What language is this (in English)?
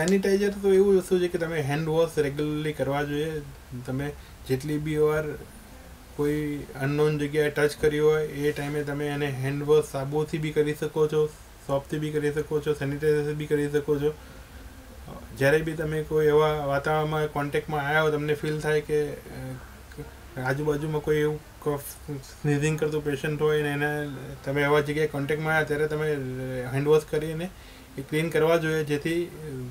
Gujarati